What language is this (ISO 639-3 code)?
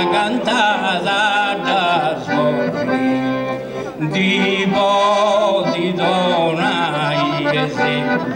srd